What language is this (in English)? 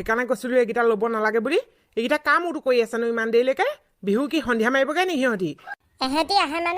Assamese